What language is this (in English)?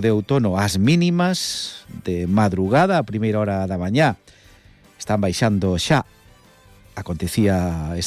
Galician